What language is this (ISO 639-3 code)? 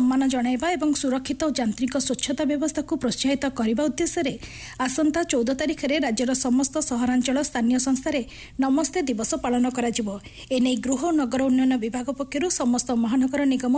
ori